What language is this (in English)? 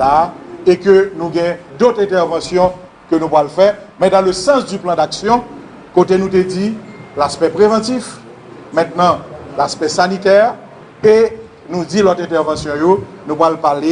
Haitian Creole